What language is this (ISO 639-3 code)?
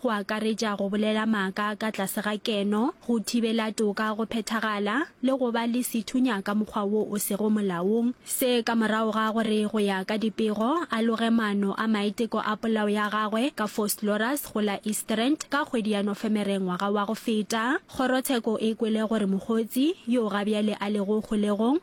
nso